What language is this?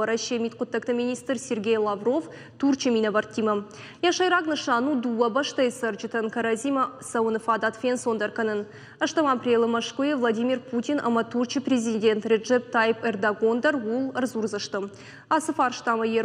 Ossetic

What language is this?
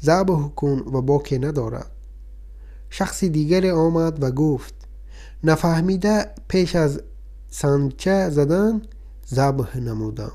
Tajik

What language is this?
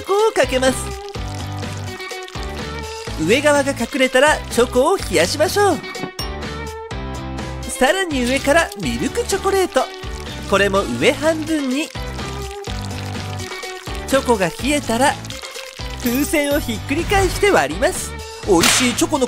Japanese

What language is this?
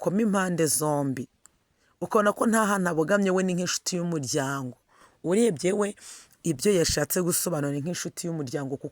Kinyarwanda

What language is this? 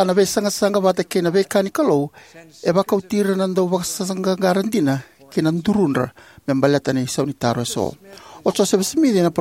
Fijian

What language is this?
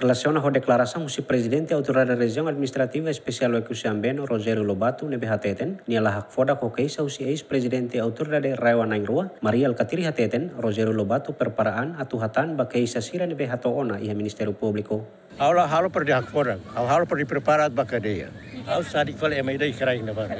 Tetum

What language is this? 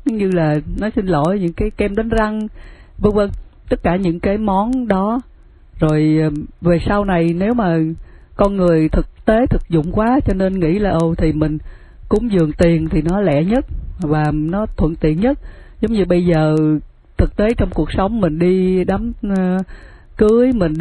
Vietnamese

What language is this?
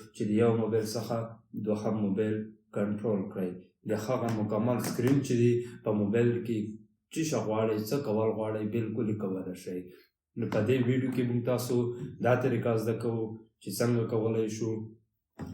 Pashto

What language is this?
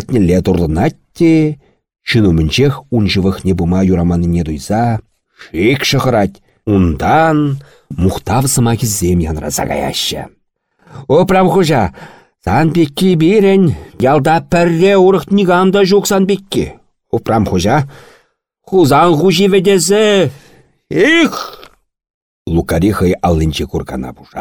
Chuvash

